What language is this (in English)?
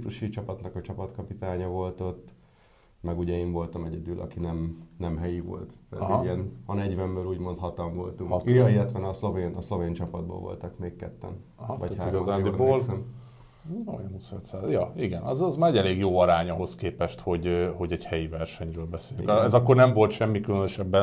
Hungarian